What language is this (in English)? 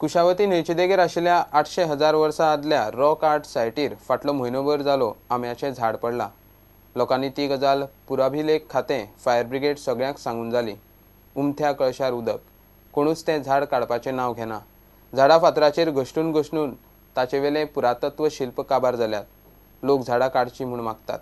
Konkani